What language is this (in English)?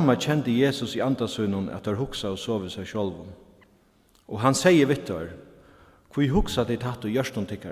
Faroese